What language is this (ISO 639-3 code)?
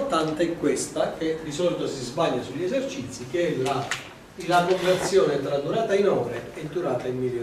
ita